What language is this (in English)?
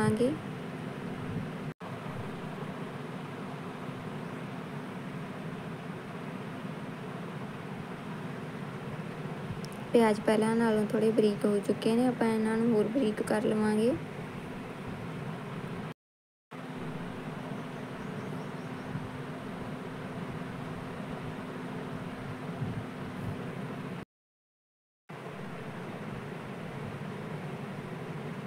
Punjabi